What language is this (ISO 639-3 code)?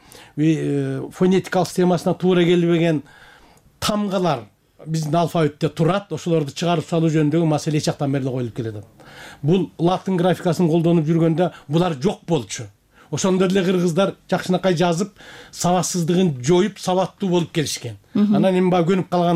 kir